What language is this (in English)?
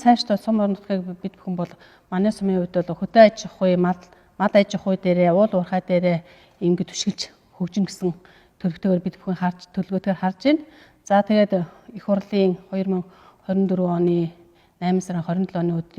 Mongolian